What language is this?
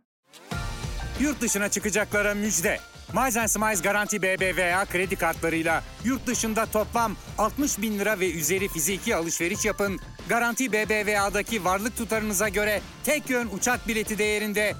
Turkish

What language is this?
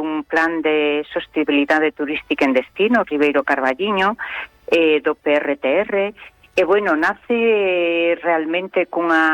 Galician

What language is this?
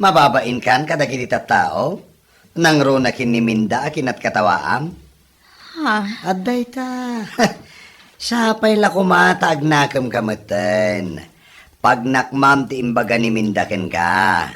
Iloko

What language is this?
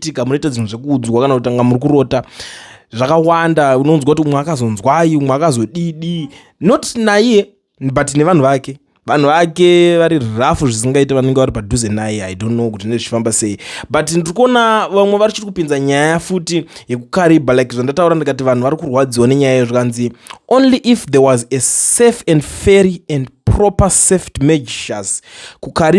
Shona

